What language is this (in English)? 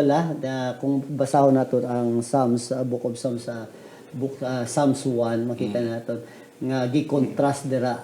Hiligaynon